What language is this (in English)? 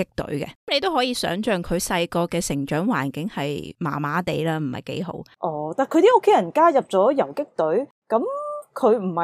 Cantonese